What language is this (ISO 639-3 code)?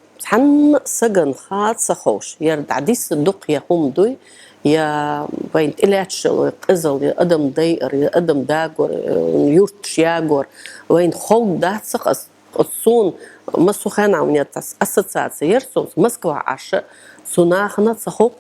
che